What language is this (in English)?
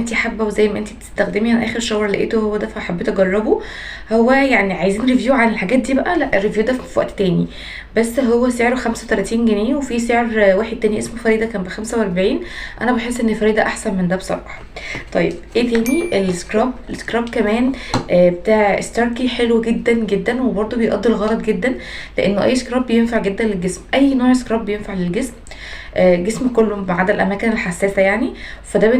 Egyptian Arabic